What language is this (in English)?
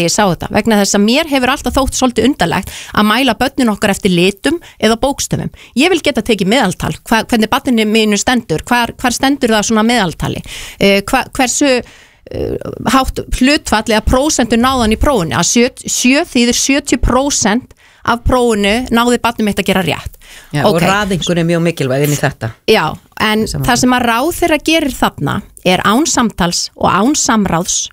Icelandic